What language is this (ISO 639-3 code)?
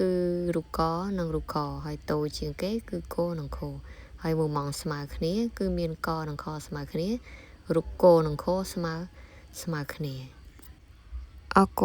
khm